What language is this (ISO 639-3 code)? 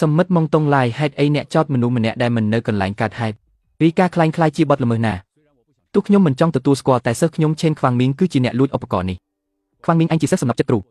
khm